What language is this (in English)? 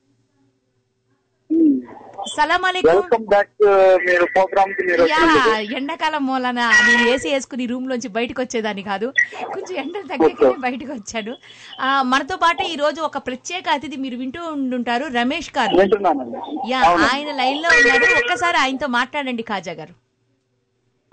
Telugu